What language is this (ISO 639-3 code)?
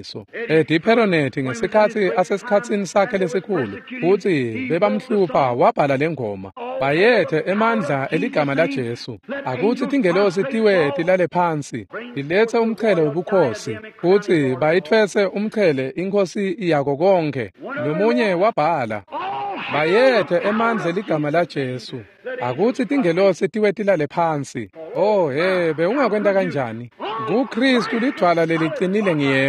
ssw